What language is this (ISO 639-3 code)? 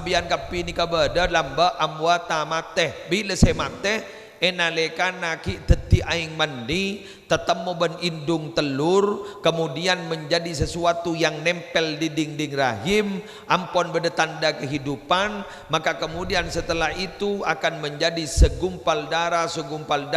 mad